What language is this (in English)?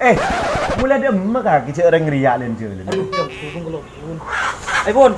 Madurese